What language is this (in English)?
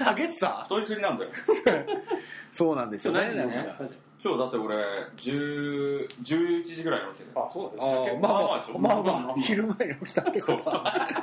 Japanese